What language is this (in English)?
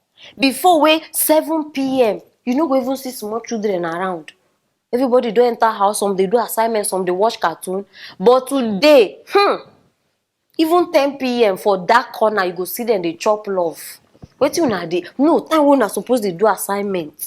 Nigerian Pidgin